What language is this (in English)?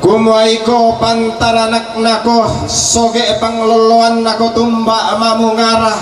Toraja-Sa'dan